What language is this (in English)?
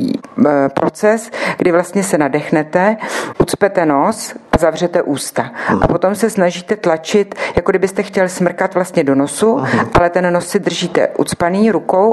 Czech